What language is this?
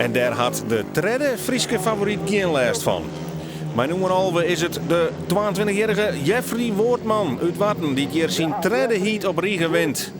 Western Frisian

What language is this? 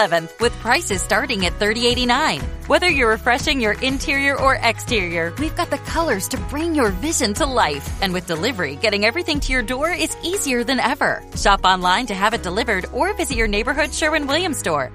English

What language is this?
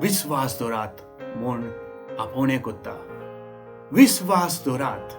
Konkani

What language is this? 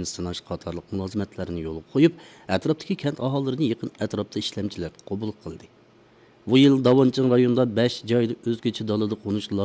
Uyghur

